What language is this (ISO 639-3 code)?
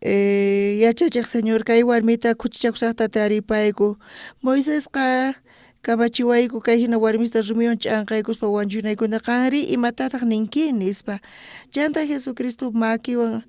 quh